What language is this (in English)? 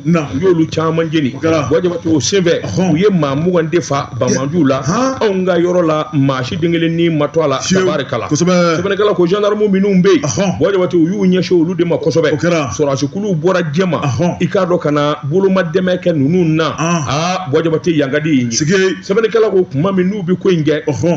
Bambara